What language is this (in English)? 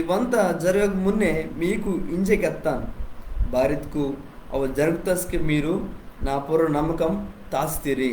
Koya